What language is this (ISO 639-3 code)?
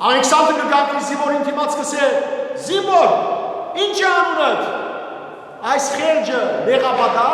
hyw